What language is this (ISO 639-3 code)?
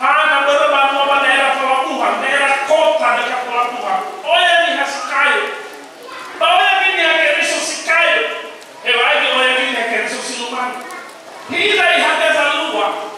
nia